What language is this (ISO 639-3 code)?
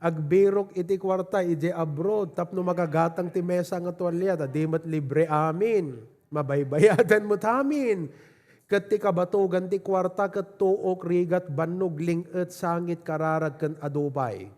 ilo